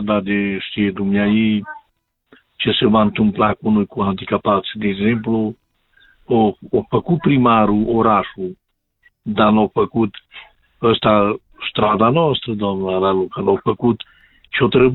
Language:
Romanian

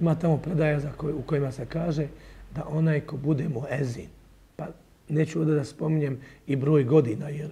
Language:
Bosnian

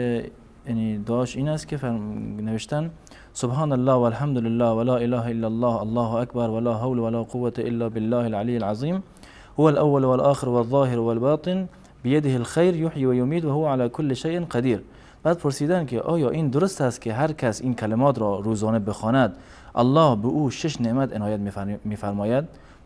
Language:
Persian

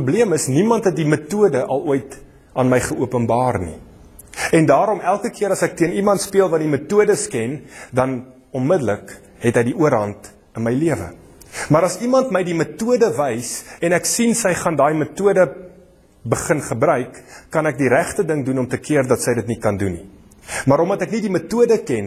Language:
Afrikaans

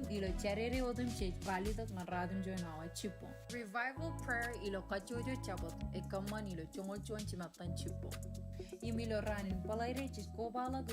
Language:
Marshallese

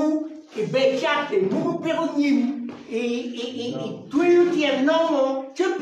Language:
Acoli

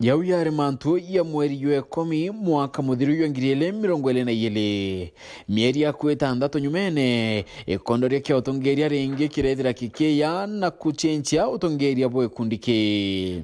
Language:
Meru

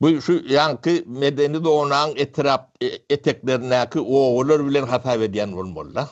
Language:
Turkmen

